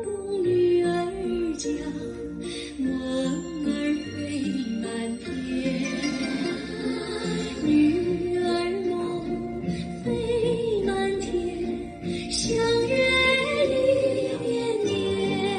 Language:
Chinese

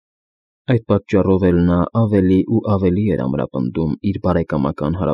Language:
Armenian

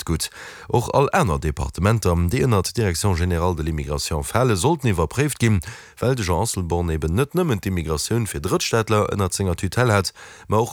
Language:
Luxembourgish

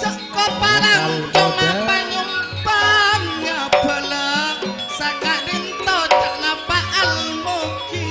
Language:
Madurese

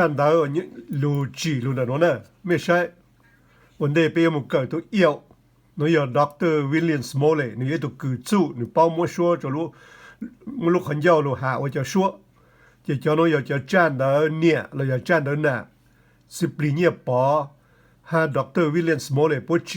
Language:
Hmong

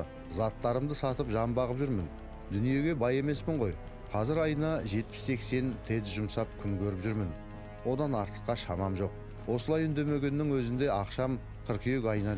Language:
Kazakh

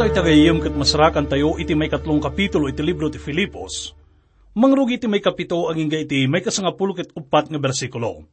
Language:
Iloko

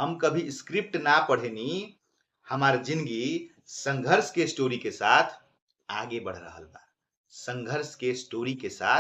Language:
Bhojpuri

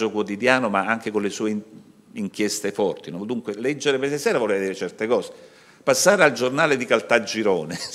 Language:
Italian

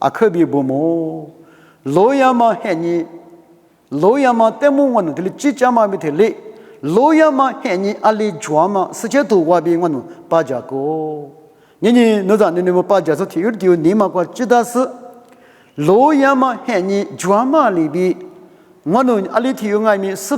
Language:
Lisu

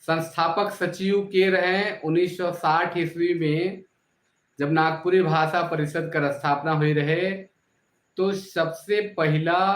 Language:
Sadri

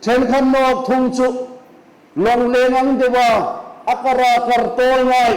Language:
Hmar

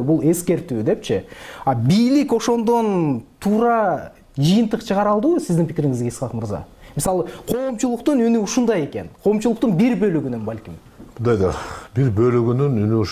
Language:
Kyrgyz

